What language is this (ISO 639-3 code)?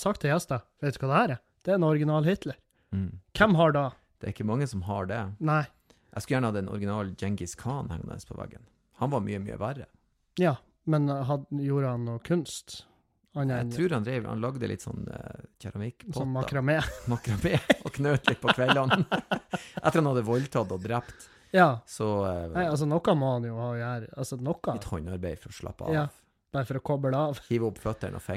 nor